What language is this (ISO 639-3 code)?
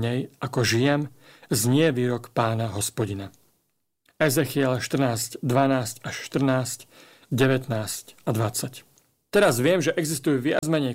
slk